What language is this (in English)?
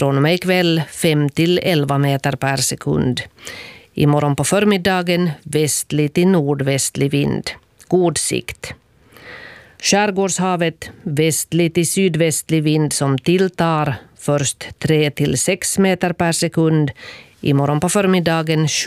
Swedish